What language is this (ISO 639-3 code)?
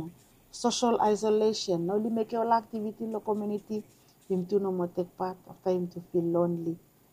bis